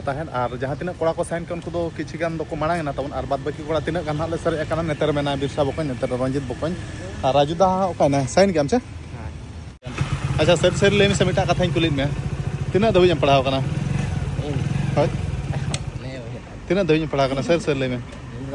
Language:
Santali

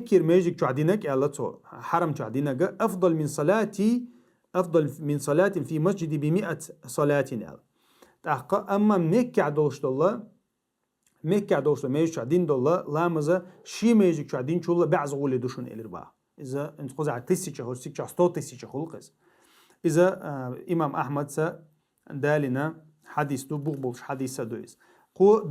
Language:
Chechen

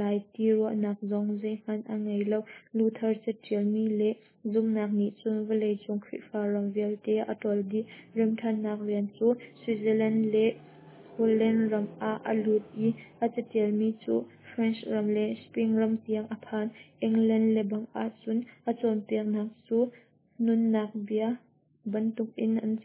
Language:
Hakha Chin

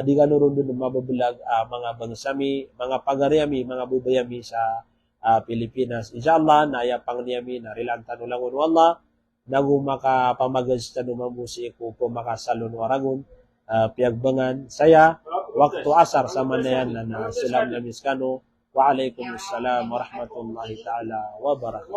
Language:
Maranao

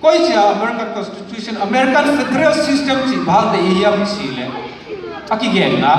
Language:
Tedim Chin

